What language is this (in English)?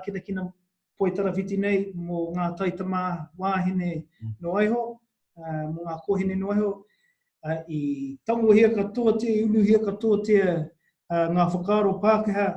Māori